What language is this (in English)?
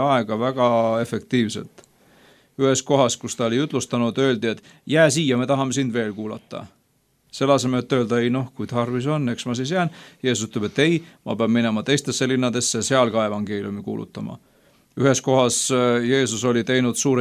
Estonian